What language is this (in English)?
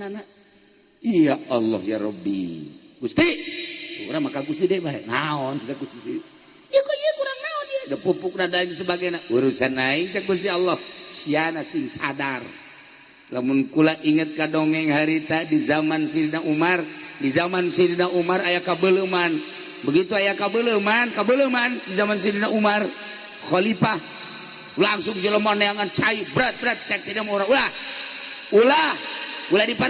Sundanese